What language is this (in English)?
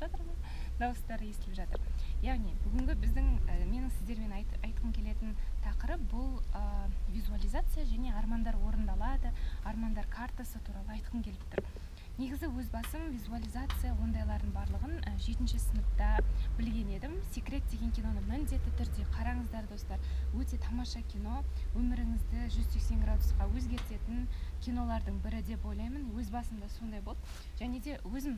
Kazakh